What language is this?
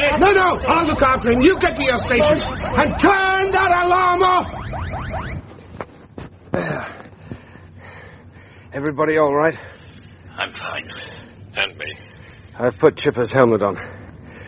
English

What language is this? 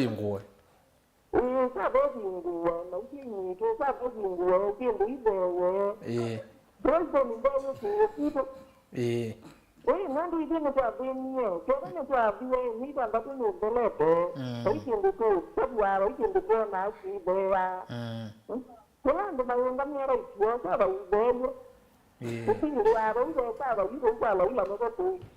Kamba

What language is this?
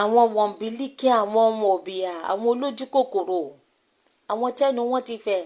Yoruba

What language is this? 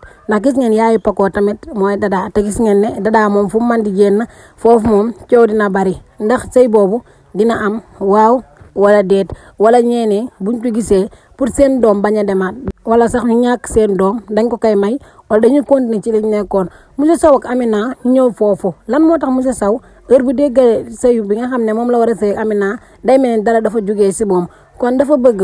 Wolof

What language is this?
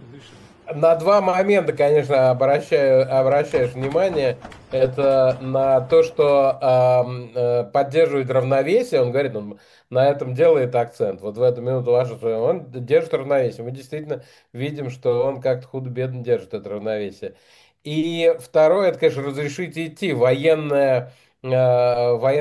Russian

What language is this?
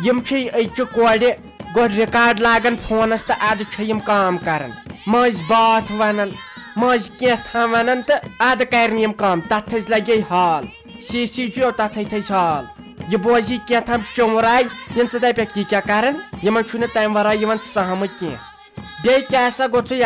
Kashmiri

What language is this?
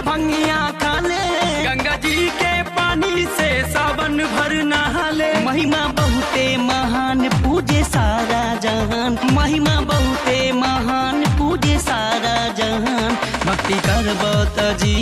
Bhojpuri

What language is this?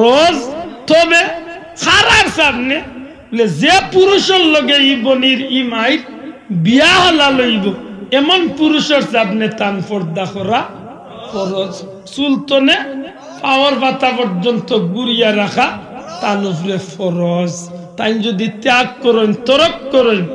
Sylheti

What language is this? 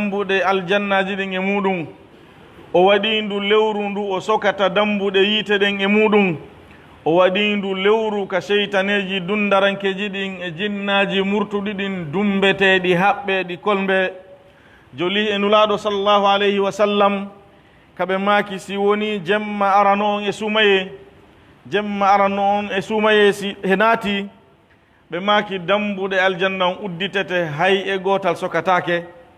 Pular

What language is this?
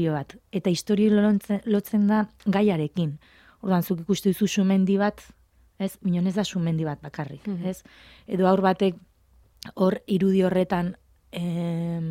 Basque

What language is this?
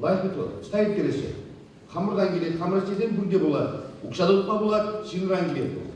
Chuvash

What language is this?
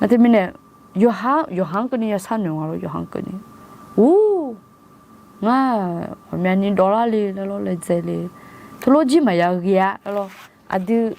Akha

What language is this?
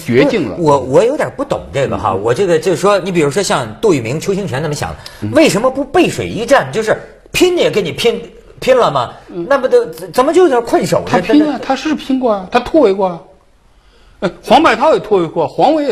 Chinese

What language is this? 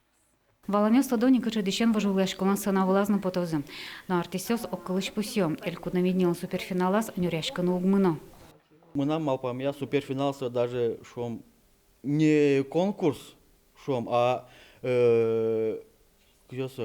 Udmurt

